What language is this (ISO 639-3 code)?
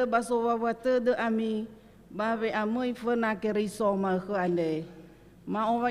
nia